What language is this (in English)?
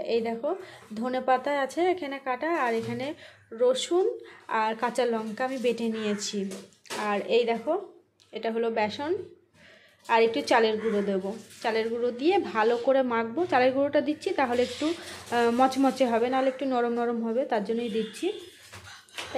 Bangla